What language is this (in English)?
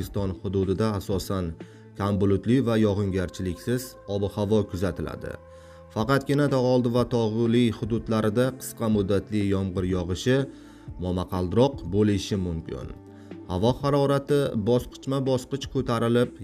Uzbek